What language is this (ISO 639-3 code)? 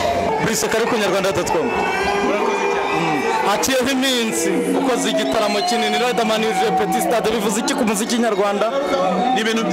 kin